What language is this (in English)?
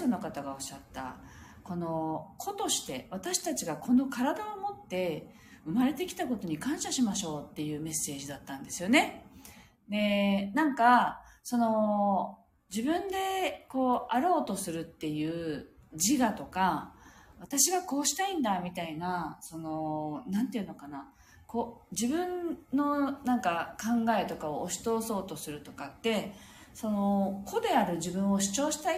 Japanese